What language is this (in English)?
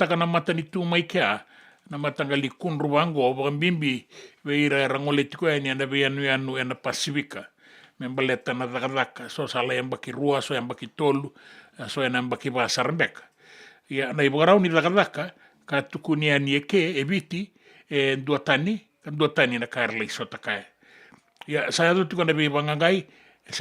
Fijian